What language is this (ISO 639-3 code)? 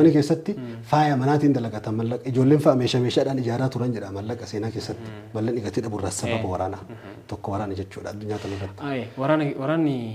orm